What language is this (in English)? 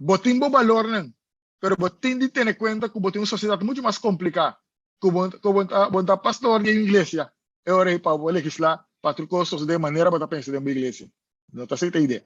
Papiamento